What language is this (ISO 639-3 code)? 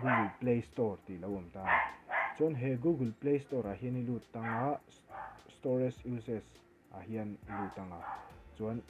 lus